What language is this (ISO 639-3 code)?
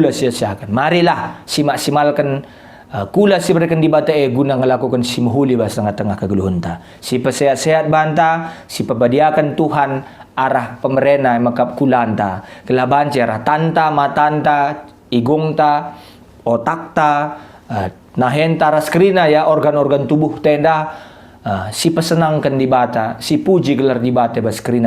btx